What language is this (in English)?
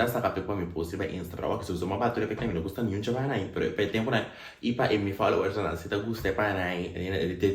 Papiamento